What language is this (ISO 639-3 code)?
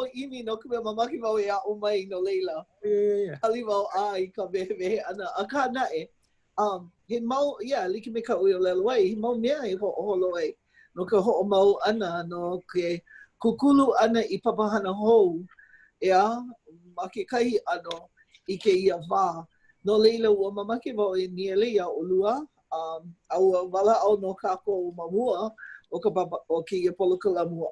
haw